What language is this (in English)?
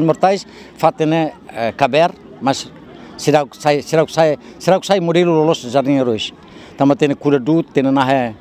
Tetum